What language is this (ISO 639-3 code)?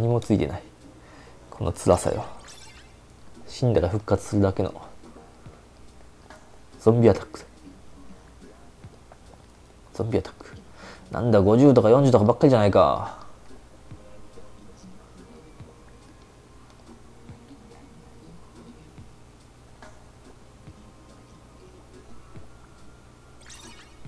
jpn